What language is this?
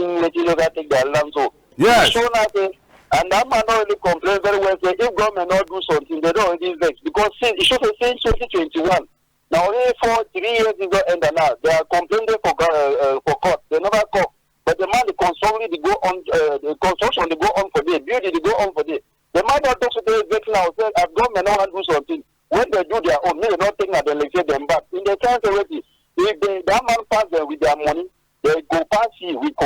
Cameroon Pidgin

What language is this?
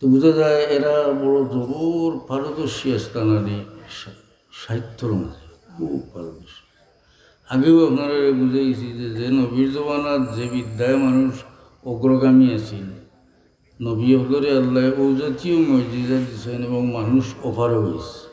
Sylheti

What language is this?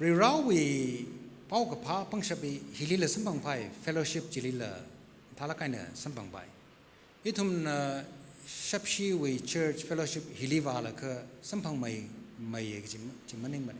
Tangkhul Naga (India)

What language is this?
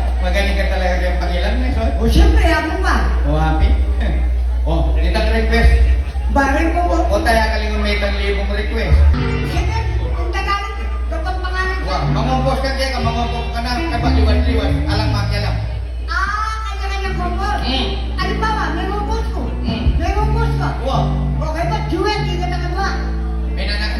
Pampanga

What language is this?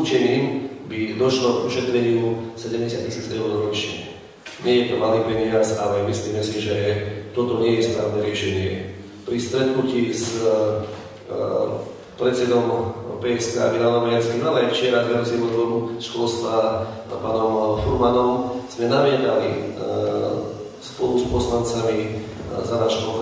Slovak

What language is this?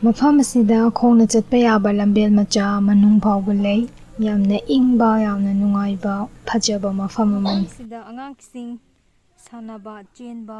Manipuri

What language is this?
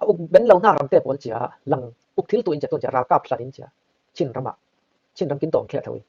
Falam Chin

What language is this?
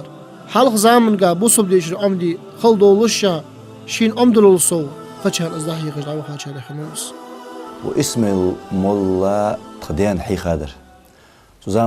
Ingush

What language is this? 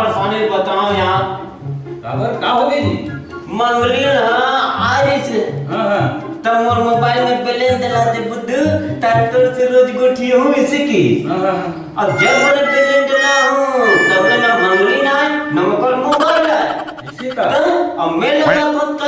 Chhattisgarhi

